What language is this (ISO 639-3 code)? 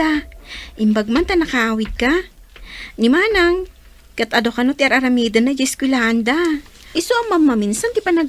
ilo